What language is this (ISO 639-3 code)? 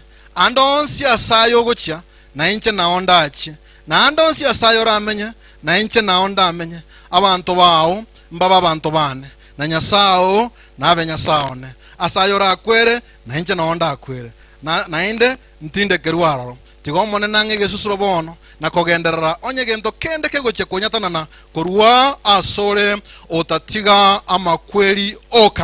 guz